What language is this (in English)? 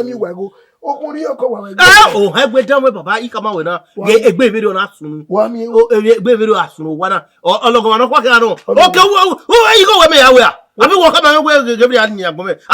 Bini